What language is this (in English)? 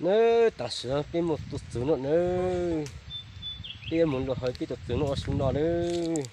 Hmong